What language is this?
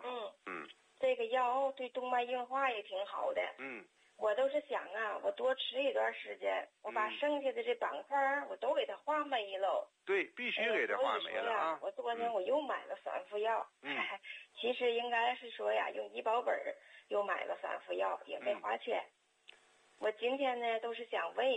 Chinese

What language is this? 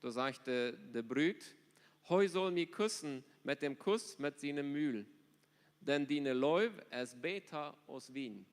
Plautdietsch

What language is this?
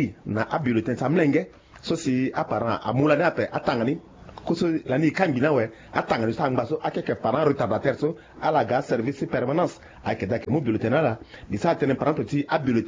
Sango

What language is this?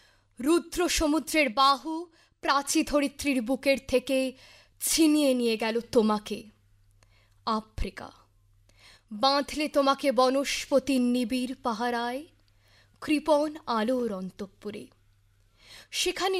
Bangla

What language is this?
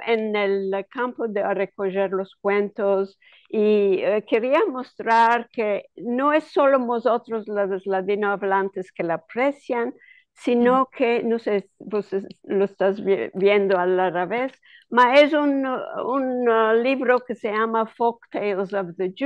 Ladino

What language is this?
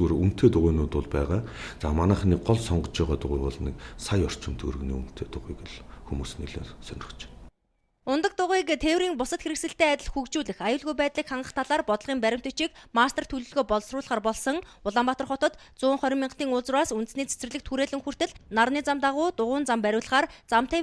Mongolian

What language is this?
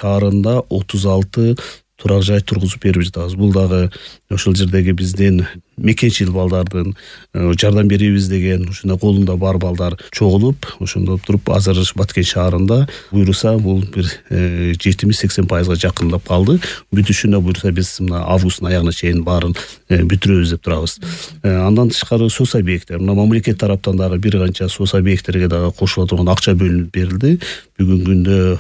Kyrgyz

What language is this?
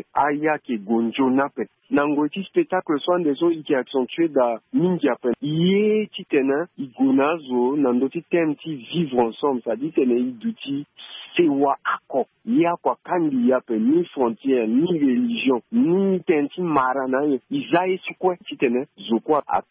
Sango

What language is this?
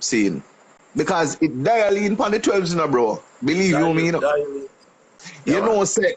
Jamaican Creole English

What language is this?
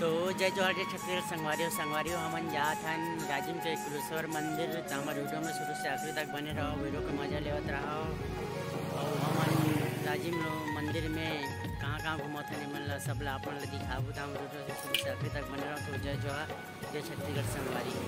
Chhattisgarhi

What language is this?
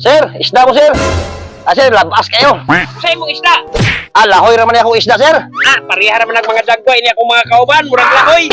Cebuano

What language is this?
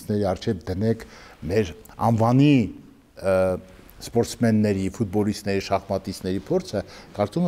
Armenian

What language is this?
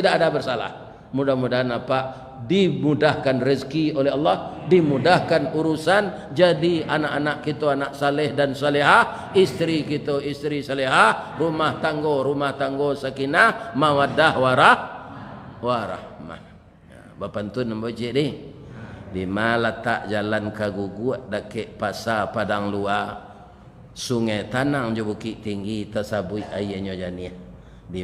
Minangkabau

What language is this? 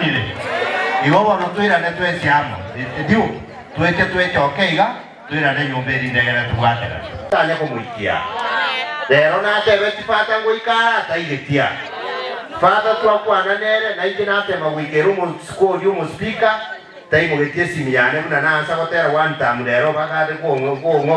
Gusii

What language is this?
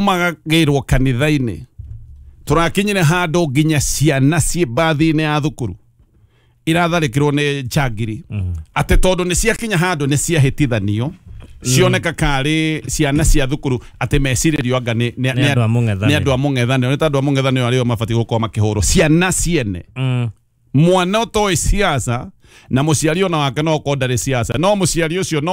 Kikuyu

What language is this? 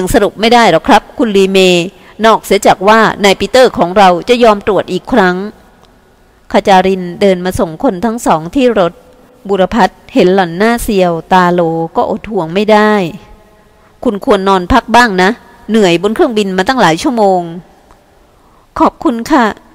Thai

